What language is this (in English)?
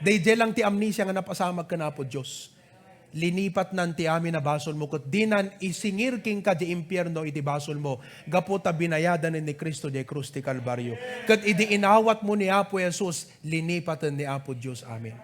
Iloko